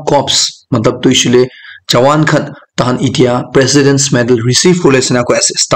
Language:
Naga Pidgin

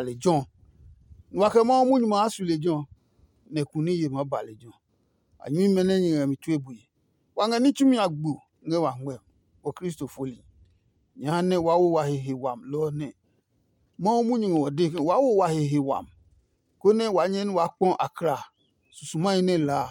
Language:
Adangme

